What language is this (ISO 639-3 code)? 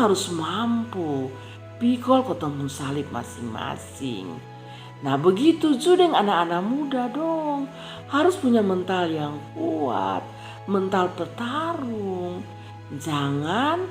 mkn